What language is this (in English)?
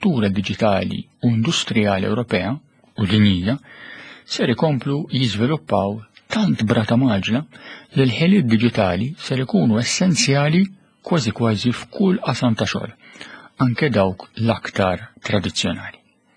Maltese